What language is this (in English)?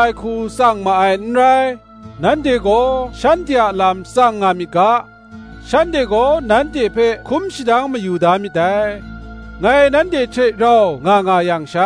Kachin